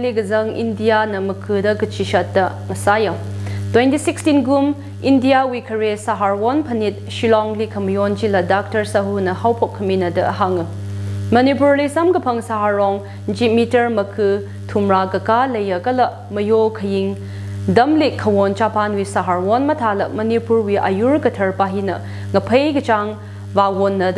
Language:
Tangkhul Naga (India)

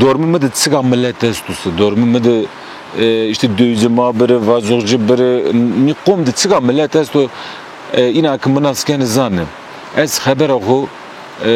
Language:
Zaza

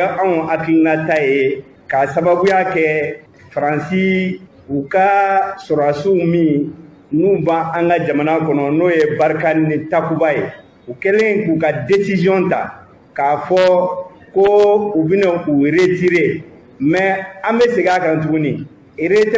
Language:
Bambara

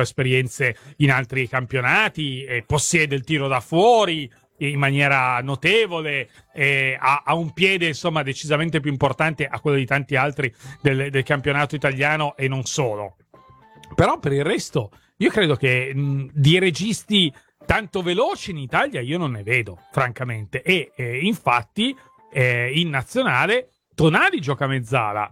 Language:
Italian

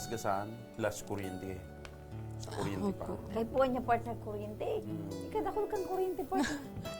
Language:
Bikol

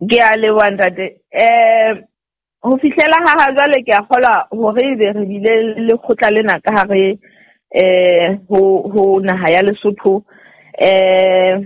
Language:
Southern Sotho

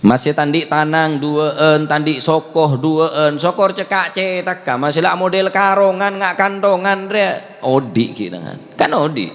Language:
Madurese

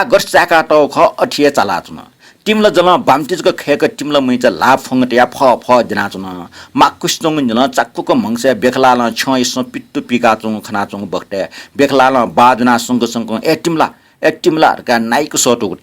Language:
Newari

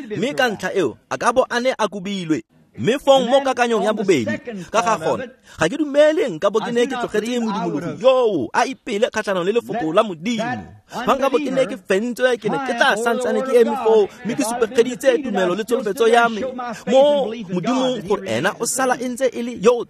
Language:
Tswana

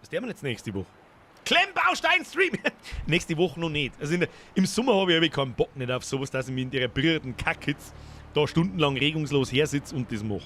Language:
Bavarian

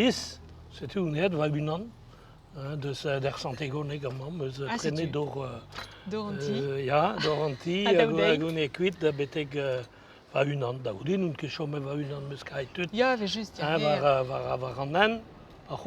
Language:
Breton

